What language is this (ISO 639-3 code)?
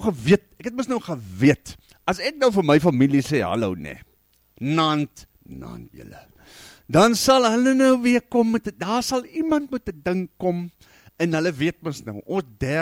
afr